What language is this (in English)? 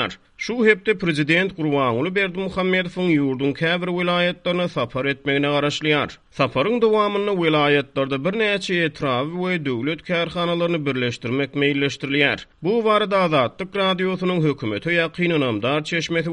Turkmen